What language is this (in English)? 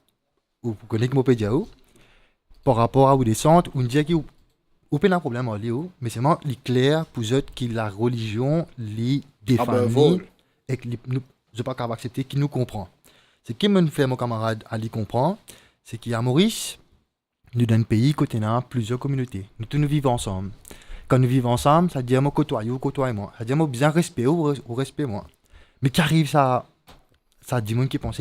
Morisyen